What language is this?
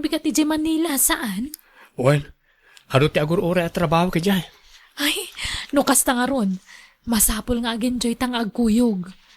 Iloko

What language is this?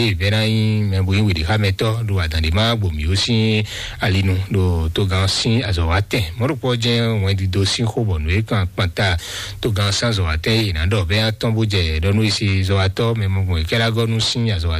Fon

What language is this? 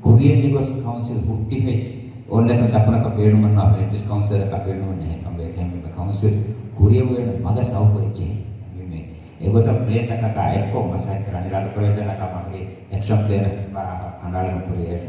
Divehi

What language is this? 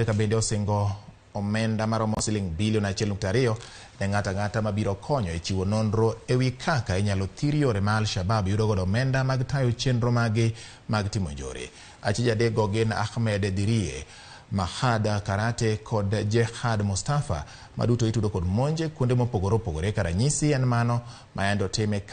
Luo (Kenya and Tanzania)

